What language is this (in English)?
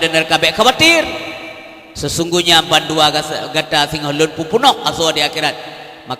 Achinese